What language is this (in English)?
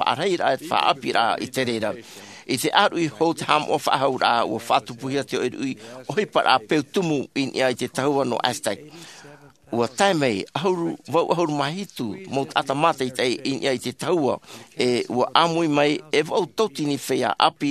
Tahitian